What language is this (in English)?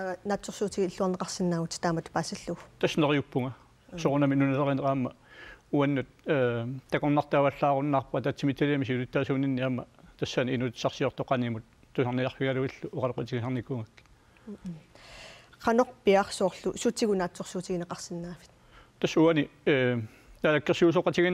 Kalaallisut